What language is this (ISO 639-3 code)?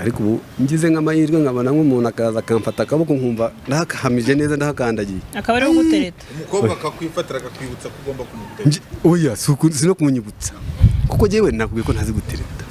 kin